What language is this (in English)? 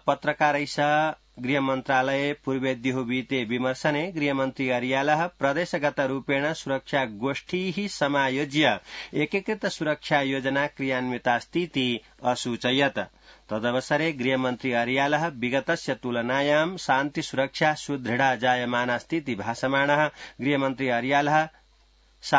Sanskrit